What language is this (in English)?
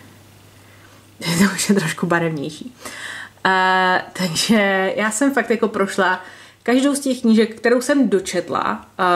Czech